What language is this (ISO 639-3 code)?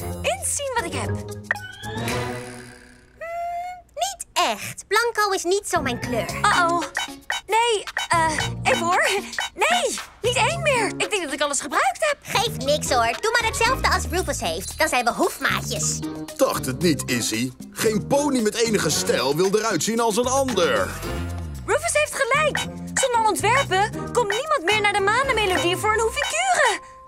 nld